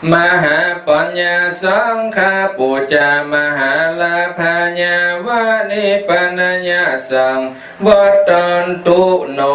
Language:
Pali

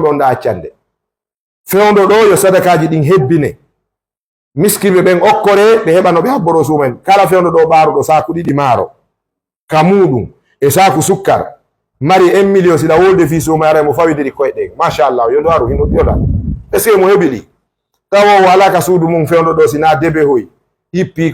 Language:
Fula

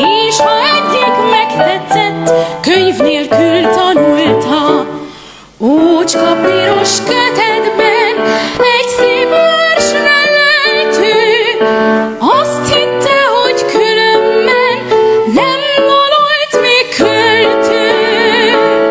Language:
Hungarian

